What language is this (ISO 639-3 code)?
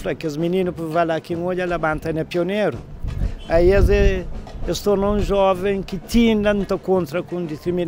kea